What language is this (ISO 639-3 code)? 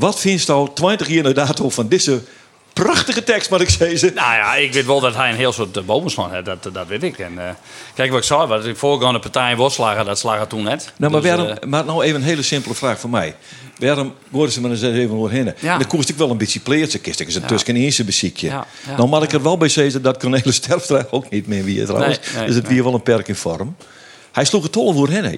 fry